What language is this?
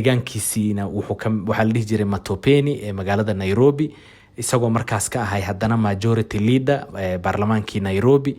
Somali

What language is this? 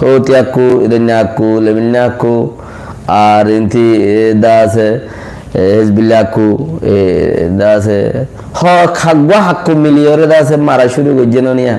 Rohingya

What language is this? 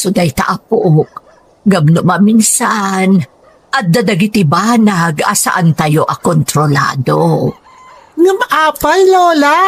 Iloko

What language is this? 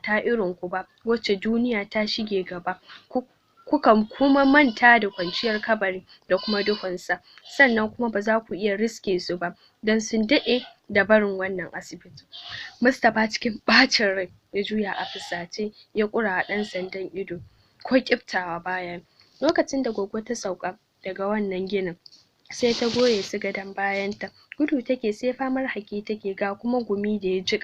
Hausa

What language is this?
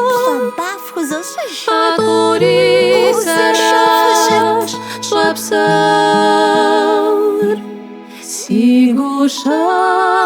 Kabardian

